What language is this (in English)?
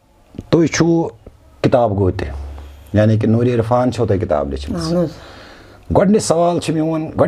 Kashmiri